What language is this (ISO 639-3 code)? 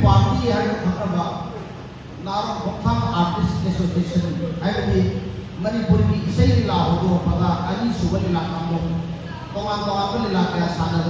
mni